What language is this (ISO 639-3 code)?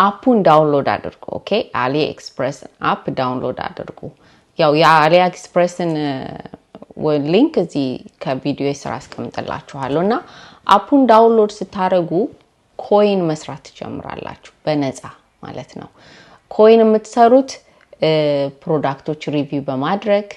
amh